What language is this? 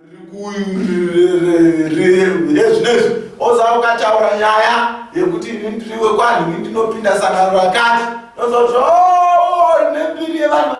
Shona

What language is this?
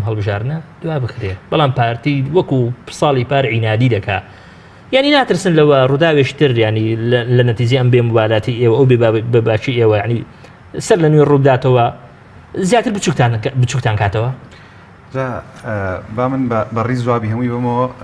Central Kurdish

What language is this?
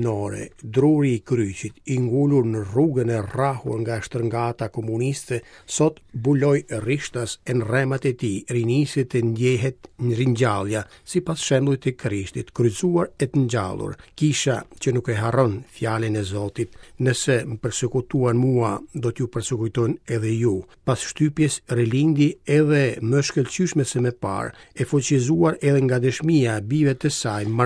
Albanian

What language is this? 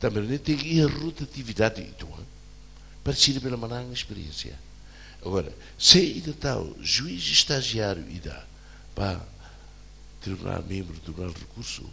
Tetum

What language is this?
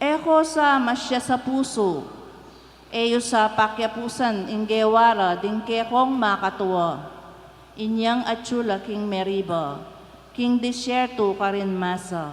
Pampanga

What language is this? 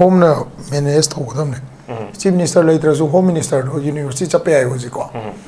Manipuri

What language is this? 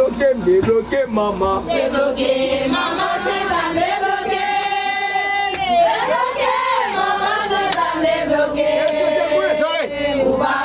French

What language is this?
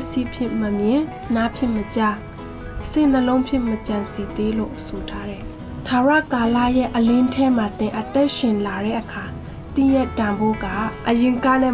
Burmese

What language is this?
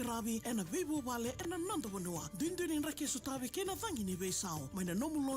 Fijian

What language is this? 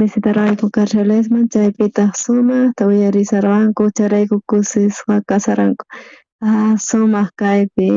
South Bolivian Quechua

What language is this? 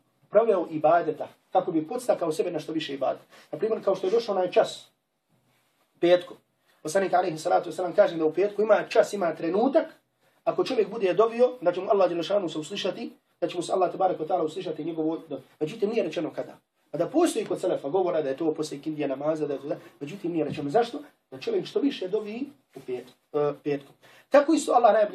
Bosnian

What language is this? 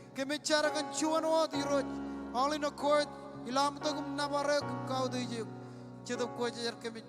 Marshallese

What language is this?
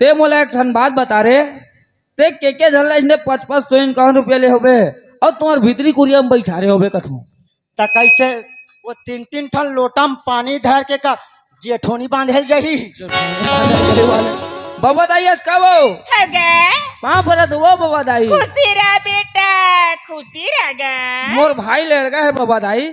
Chhattisgarhi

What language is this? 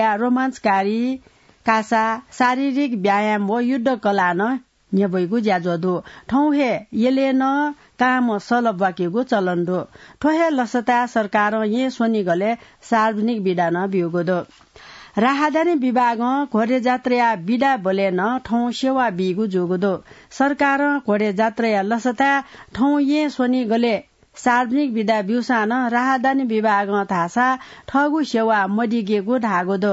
Newari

